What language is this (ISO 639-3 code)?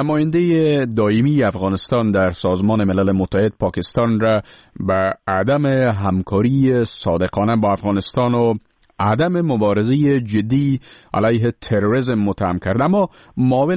fas